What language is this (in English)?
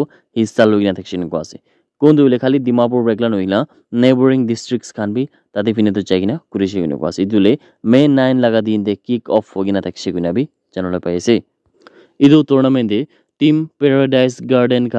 Naga Pidgin